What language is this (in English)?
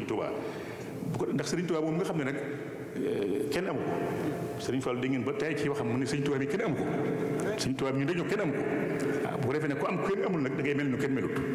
Wolof